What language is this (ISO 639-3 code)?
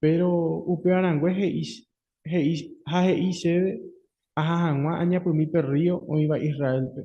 grn